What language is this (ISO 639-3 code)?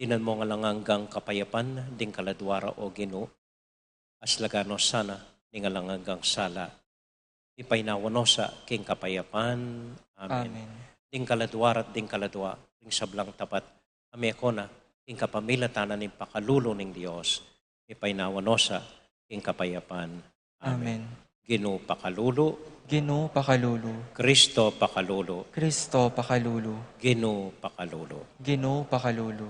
pam